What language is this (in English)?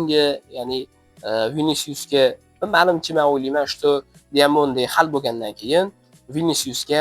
Uzbek